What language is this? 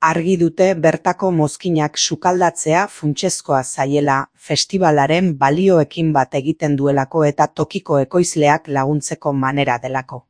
Basque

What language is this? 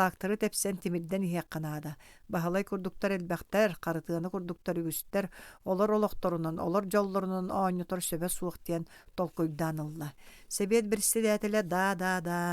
Yakut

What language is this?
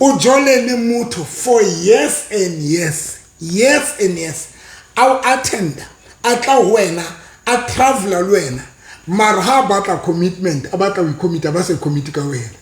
Southern Sotho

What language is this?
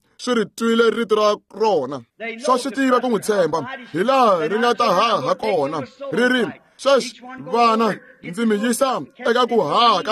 Tsonga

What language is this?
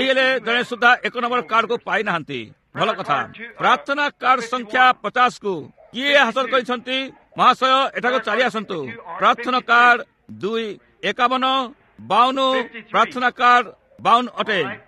Odia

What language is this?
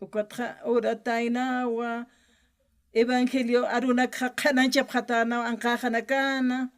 Aymara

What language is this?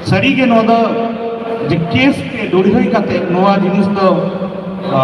Santali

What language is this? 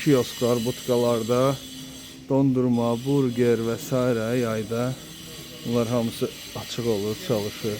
Azerbaijani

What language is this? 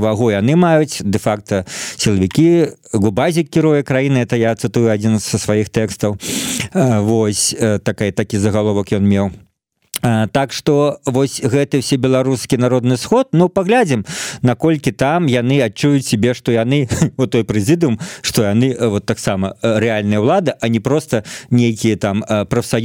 Belarusian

